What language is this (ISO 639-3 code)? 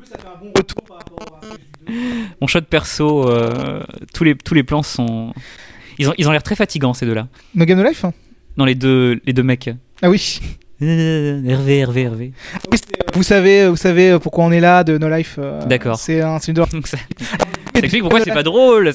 fra